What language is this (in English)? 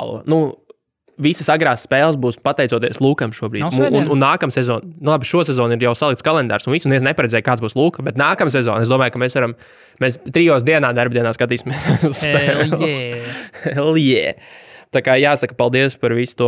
Latvian